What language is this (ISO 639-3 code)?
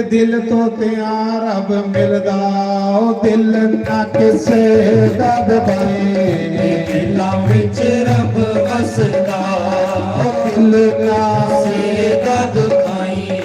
doi